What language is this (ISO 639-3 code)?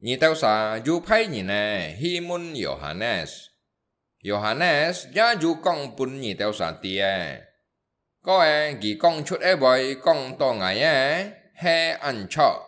hak